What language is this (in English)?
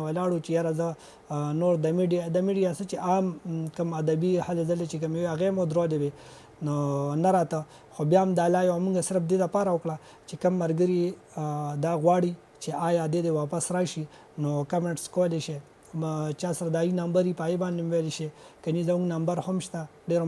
Pashto